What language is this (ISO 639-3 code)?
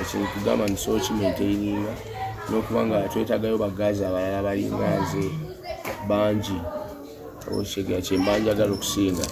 lug